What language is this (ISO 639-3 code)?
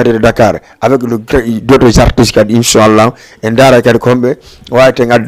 ful